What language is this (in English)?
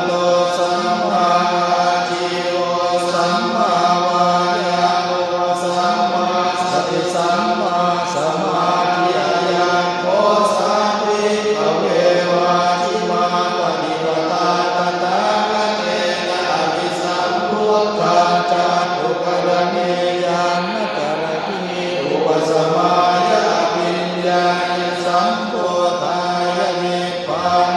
Pali